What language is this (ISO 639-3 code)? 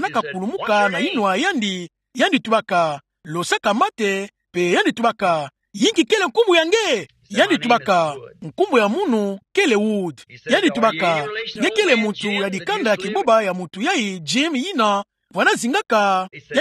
ktu